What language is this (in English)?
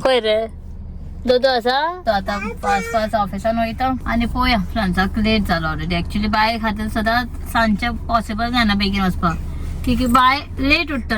Konkani